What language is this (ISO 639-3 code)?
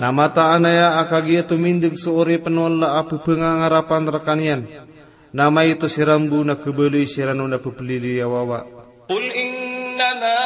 mrw